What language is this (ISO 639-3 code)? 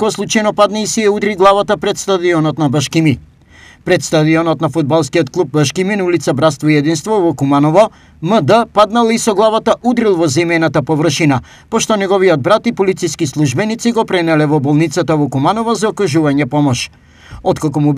mkd